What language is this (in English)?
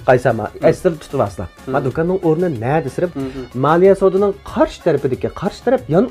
Uyghur